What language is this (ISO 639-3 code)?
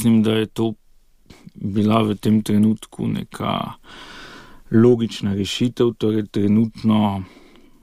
slv